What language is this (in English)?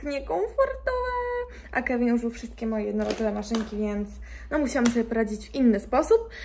Polish